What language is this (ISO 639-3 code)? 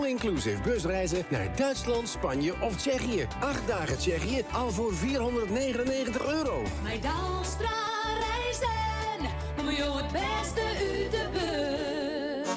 fry